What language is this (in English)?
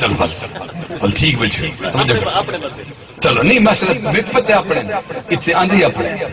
Saraiki